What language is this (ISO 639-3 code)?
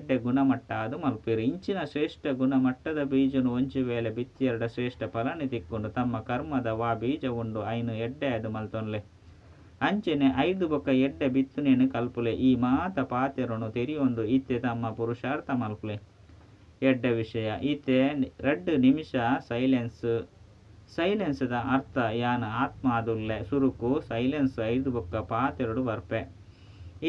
tcy